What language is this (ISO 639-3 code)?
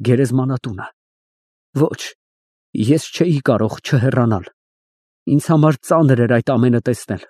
hye